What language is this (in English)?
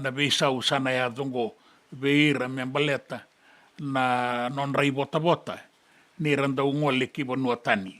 Fijian